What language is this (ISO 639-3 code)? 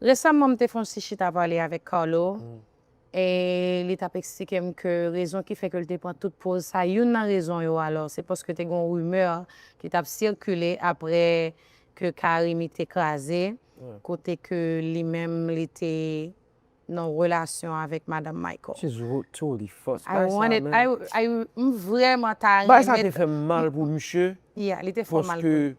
hat